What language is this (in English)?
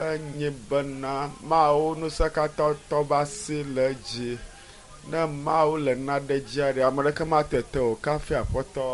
Ewe